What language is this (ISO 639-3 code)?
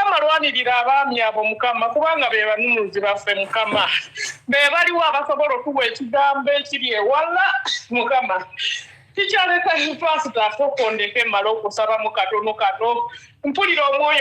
lug